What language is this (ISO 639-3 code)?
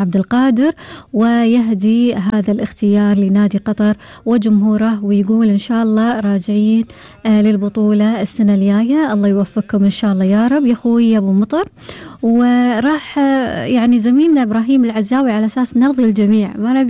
afb